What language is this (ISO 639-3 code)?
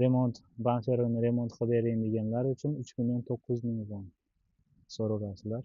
uzb